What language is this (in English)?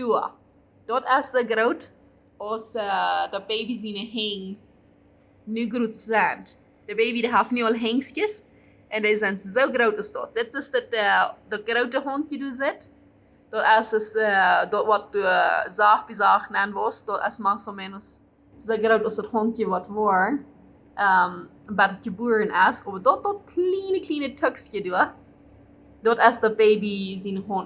Plautdietsch